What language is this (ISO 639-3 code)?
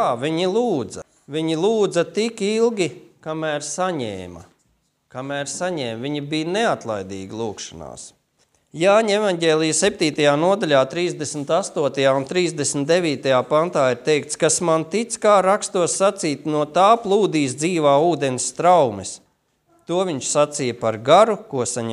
lav